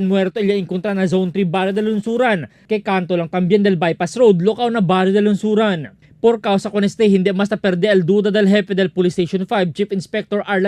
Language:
Chavacano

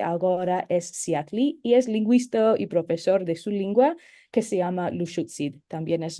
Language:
Ladino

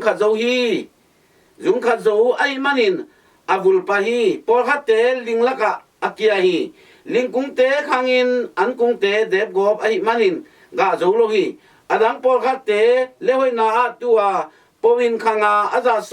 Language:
Tedim Chin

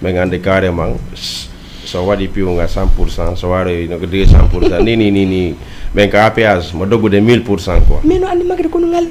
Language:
Fula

